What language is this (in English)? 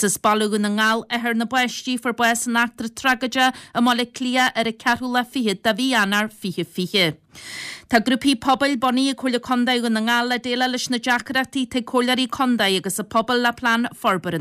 Irish